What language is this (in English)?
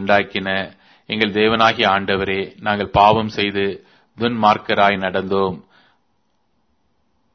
Tamil